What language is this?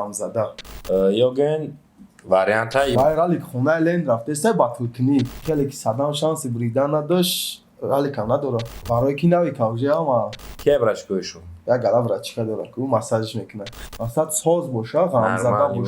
Tajik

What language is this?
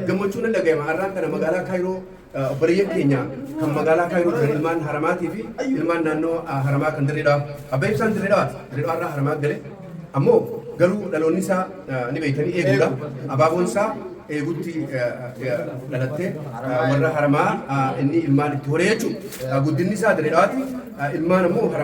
Oromo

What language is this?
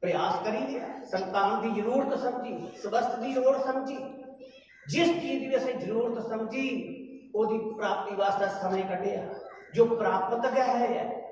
Dogri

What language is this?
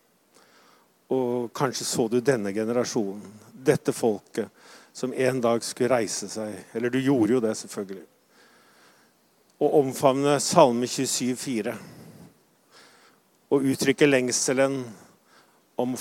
Norwegian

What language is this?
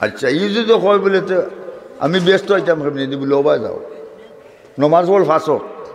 Sylheti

